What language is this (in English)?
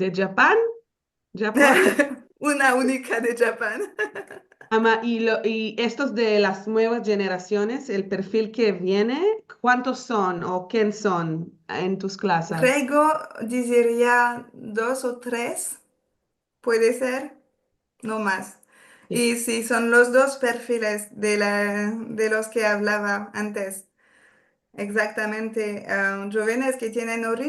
Ladino